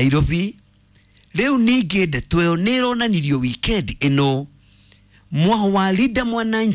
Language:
Kikuyu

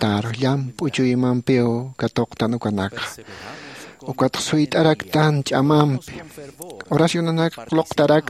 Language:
Aymara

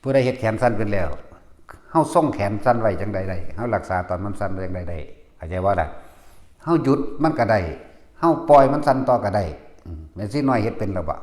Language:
Northeastern Thai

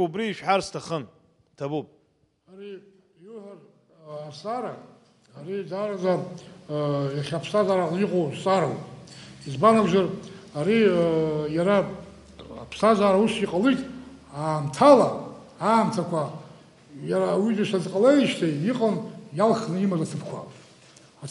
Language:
Abkhazian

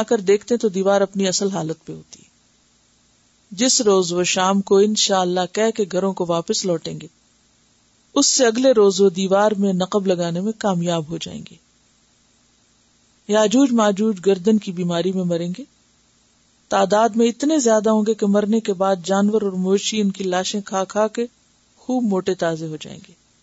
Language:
Urdu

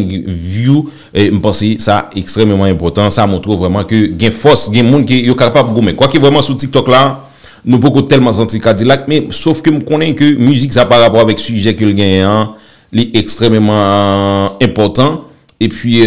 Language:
Haitian Creole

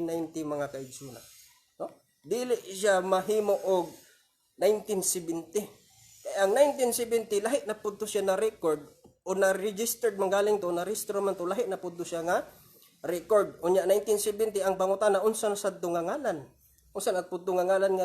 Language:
Cebuano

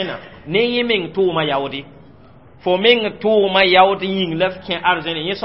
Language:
Mossi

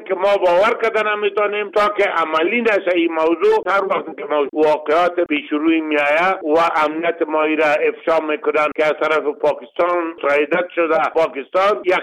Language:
Persian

